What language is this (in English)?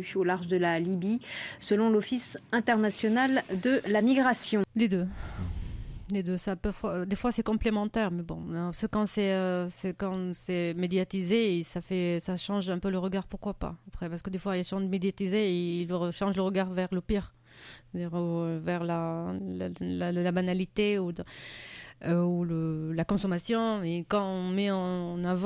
French